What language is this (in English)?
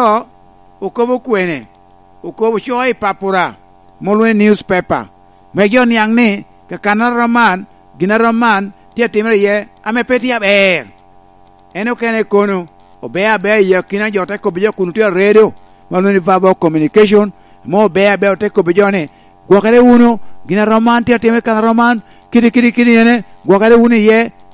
Lango (Uganda)